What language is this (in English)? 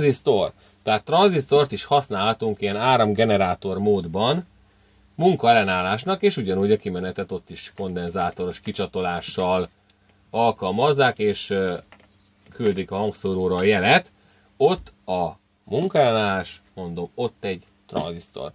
Hungarian